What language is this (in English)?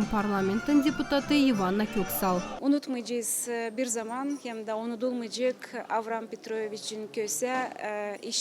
Gagauz